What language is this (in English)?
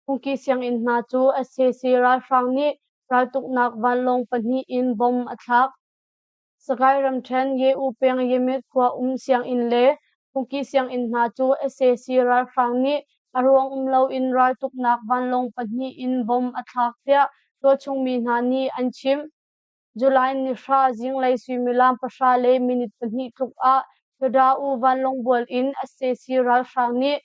Hakha Chin